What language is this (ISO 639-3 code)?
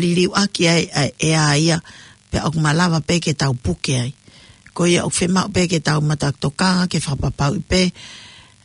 ton